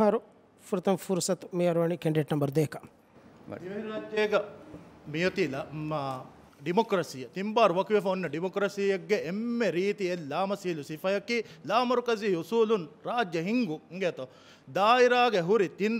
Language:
Divehi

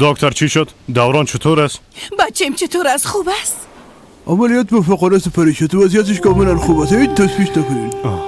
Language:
Persian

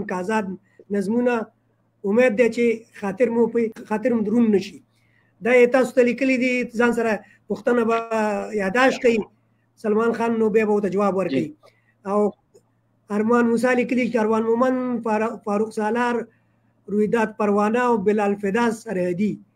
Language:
Pashto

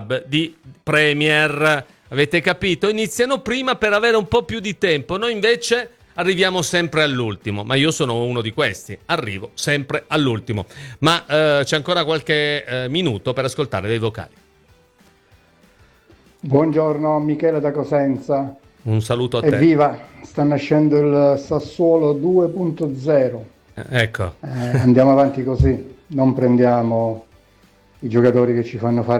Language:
Italian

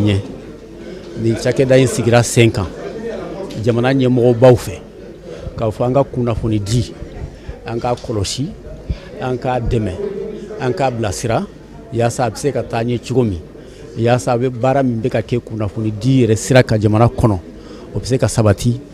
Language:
Bambara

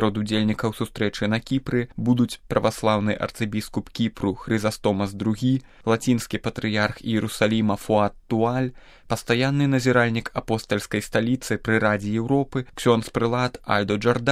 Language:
Belarusian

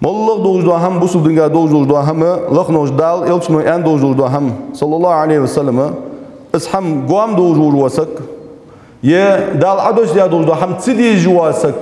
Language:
Ingush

